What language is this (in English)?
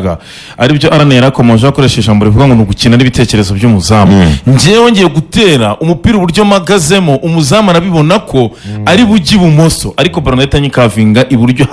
Kinyarwanda